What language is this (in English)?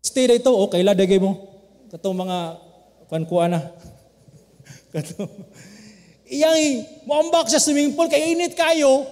Cebuano